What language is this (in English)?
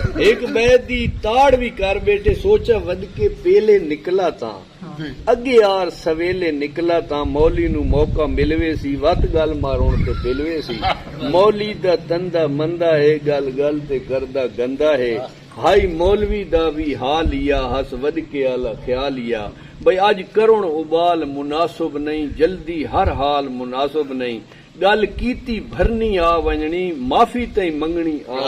Saraiki